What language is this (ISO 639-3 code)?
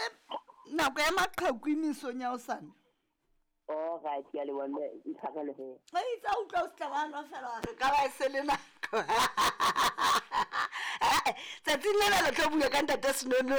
sot